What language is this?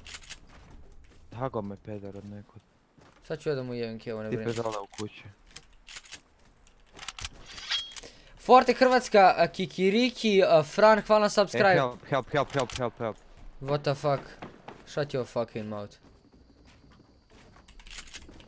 Croatian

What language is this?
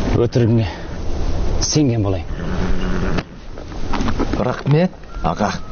Kazakh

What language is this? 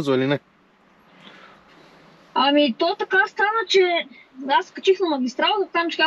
Bulgarian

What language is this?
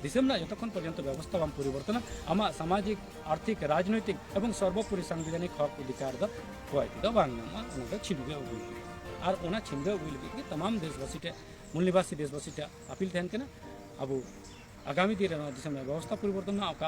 Santali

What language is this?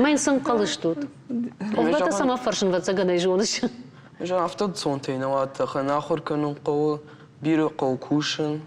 Ossetic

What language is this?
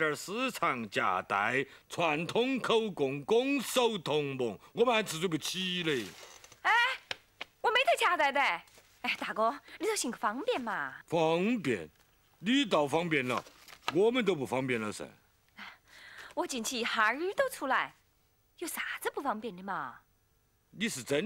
Chinese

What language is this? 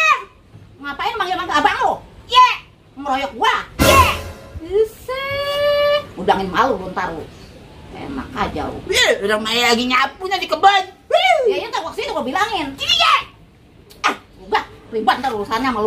Betawi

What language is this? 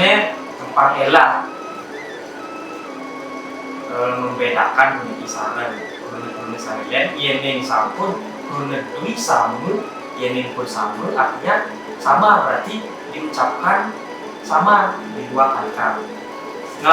Balinese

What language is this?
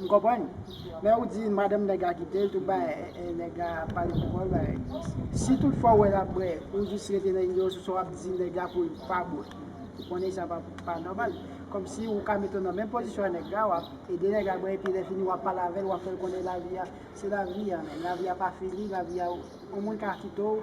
Haitian Creole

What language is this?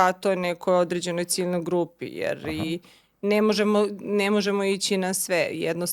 Macedonian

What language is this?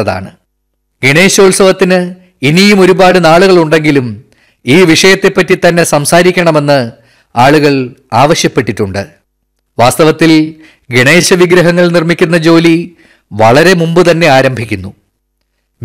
Malayalam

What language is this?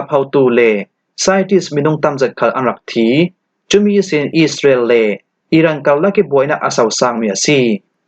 Falam Chin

